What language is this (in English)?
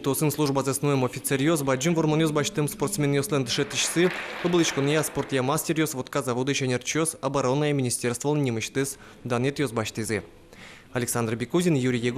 Udmurt